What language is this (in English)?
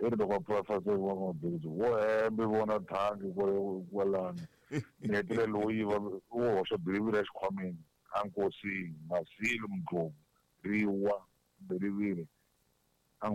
Tsonga